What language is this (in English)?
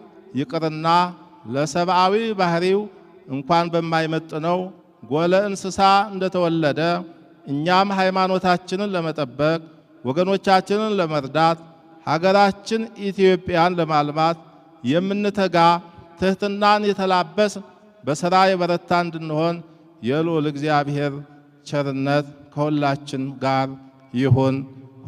Amharic